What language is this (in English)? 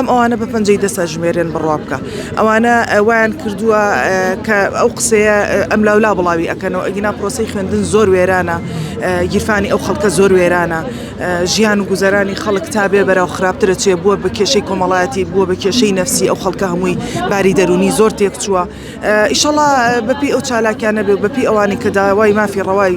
Central Kurdish